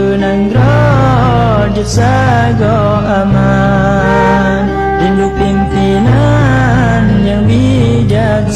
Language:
Achinese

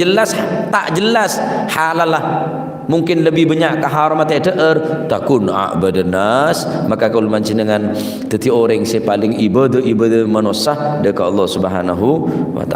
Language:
Madurese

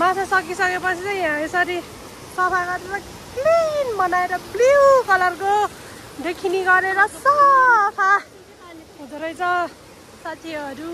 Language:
Nepali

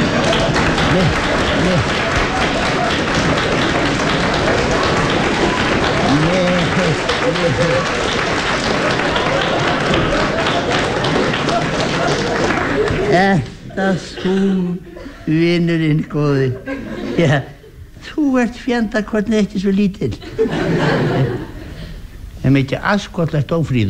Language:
Icelandic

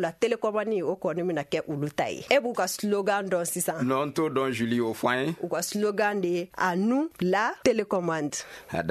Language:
Bambara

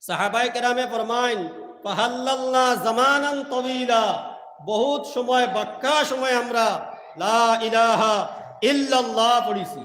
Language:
Sylheti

